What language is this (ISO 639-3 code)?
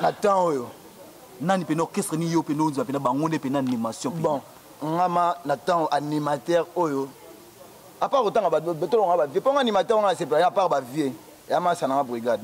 lin